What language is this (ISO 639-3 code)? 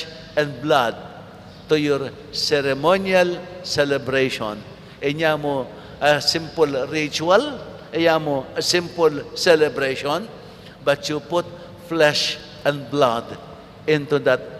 pam